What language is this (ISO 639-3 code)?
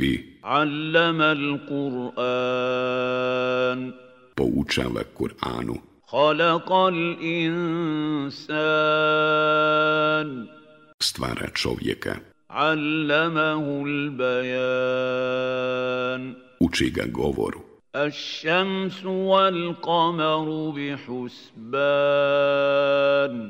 bos